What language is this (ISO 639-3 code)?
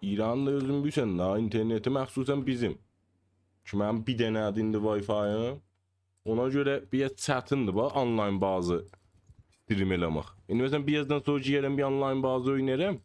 azb